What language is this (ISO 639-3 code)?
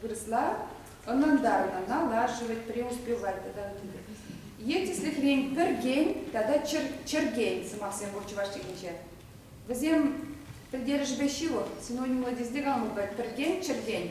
chv